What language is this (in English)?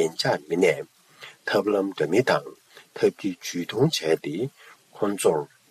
Tibetan